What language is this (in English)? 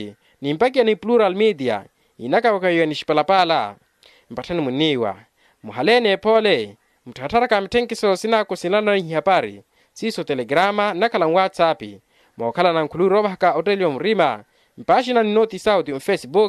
Makhuwa